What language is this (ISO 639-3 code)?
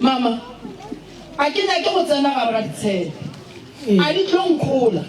nso